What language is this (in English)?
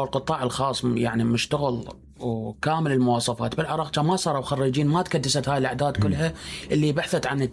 Mesopotamian Arabic